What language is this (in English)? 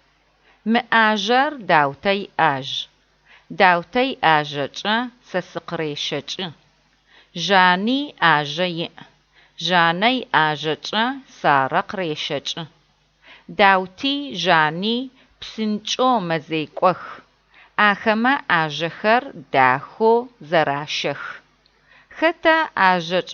Adyghe